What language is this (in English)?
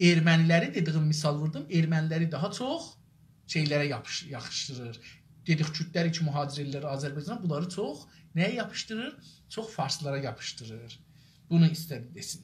South Azerbaijani